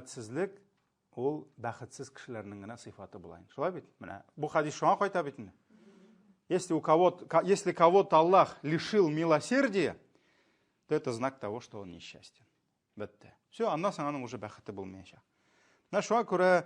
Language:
Tatar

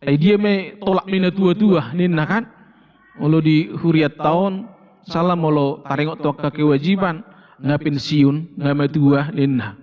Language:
Batak Toba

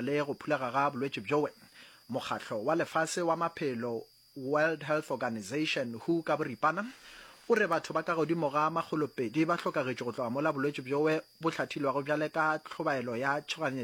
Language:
Northern Sotho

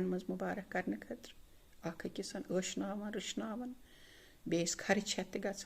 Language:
Kashmiri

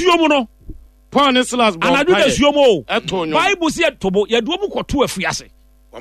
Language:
Akan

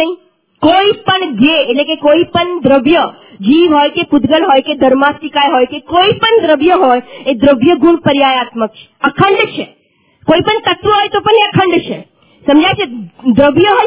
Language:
Gujarati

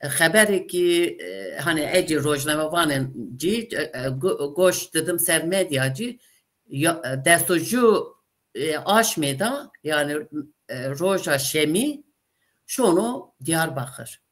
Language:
Zaza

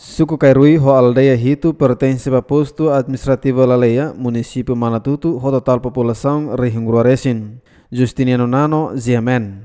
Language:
Tetum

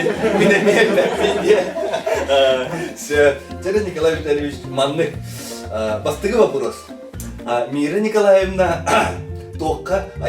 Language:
Yakut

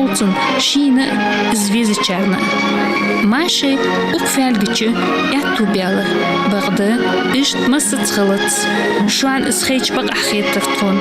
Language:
Ingush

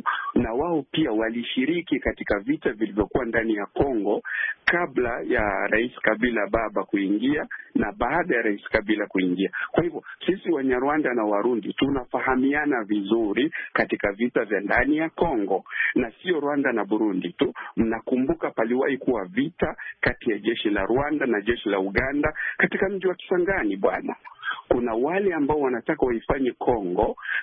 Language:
Swahili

